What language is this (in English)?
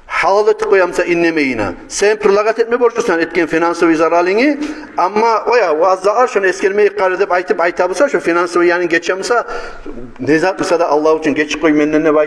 Kumyk